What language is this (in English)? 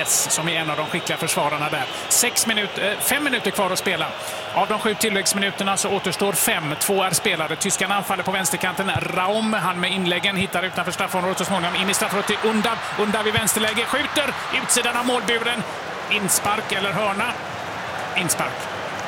Swedish